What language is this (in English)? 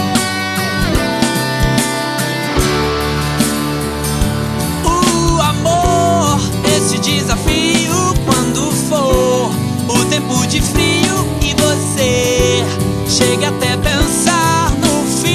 Portuguese